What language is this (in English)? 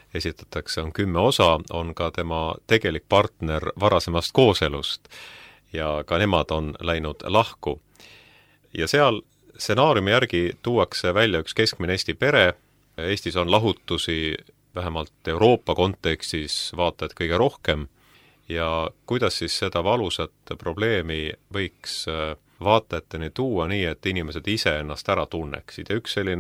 Estonian